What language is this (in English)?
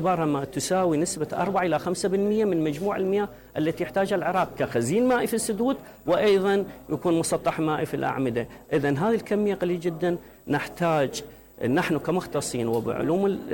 Mesopotamian Arabic